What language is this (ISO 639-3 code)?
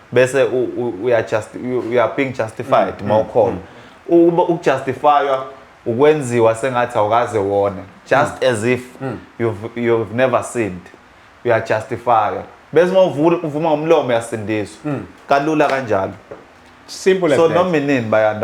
zul